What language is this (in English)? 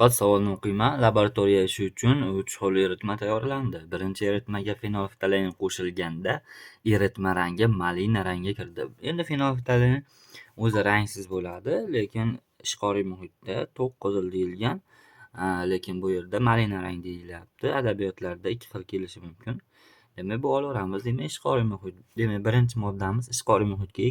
Uzbek